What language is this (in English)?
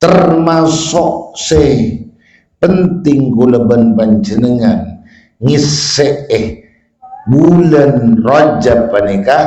Madurese